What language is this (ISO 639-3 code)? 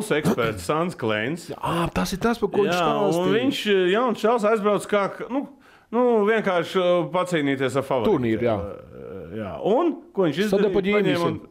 lav